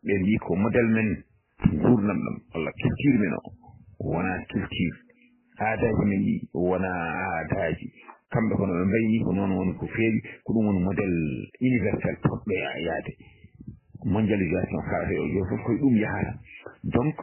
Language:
Fula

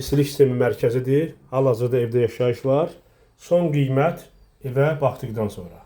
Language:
Azerbaijani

